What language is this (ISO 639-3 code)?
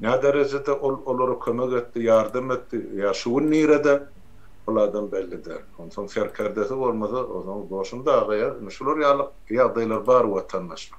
tuk